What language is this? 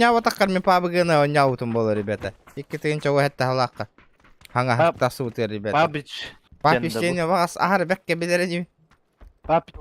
Yakut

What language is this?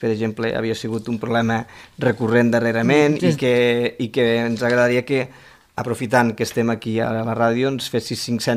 Catalan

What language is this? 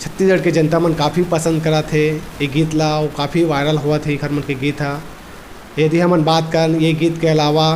Chhattisgarhi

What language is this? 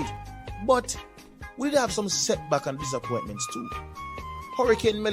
Jamaican Creole English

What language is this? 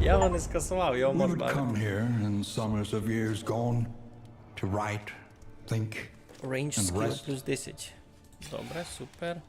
Rusyn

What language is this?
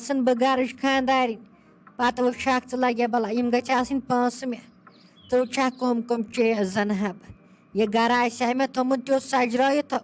Kashmiri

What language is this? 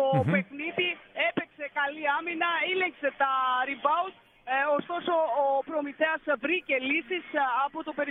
Greek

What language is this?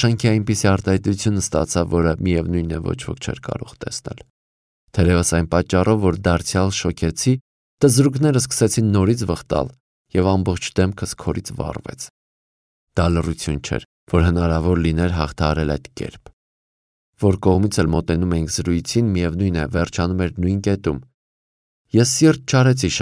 Armenian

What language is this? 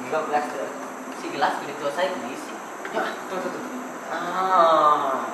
Iban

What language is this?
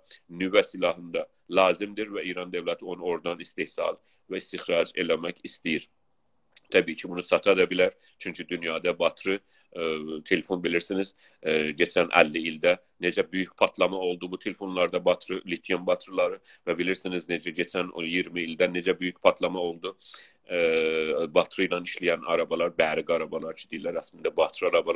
South Azerbaijani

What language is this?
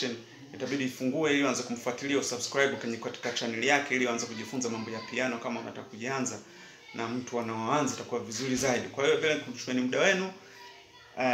Swahili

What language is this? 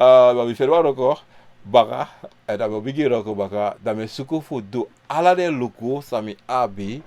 Sranan Tongo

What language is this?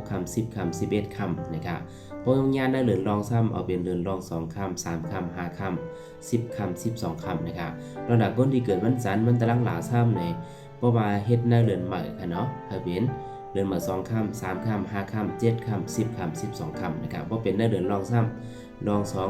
Shan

